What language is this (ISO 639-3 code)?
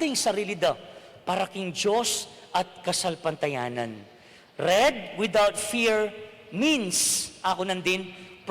pam